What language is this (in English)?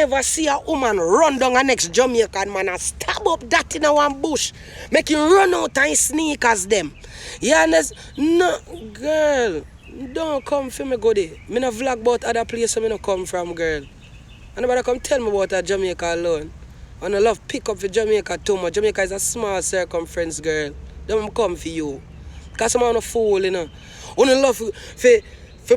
Jamaican Creole English